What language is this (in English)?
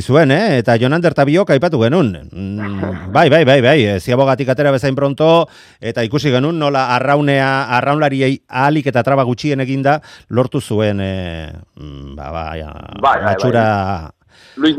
Basque